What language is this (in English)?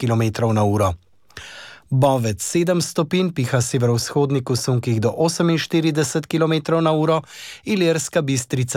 Slovenian